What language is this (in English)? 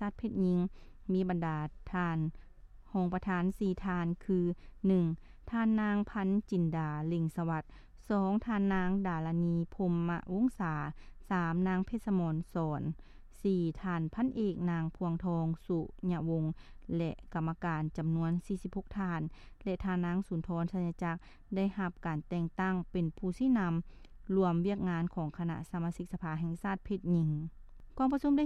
Lao